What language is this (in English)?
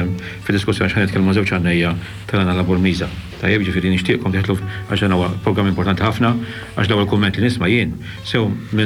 Maltese